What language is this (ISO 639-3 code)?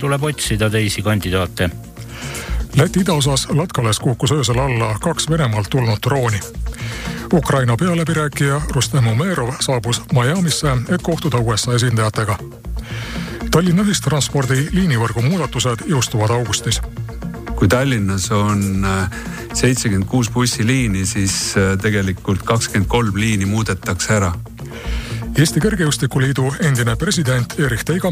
est